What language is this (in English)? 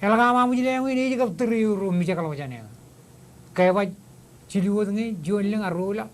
Marshallese